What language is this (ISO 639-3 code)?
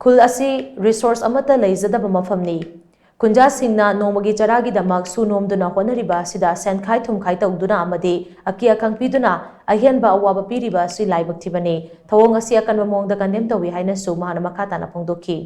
mni